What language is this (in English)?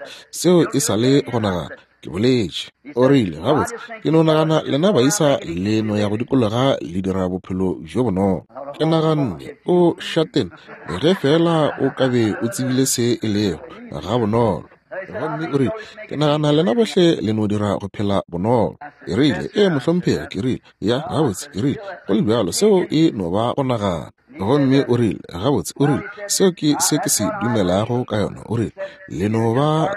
Northern Sotho